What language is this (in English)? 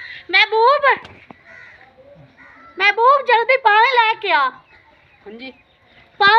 Punjabi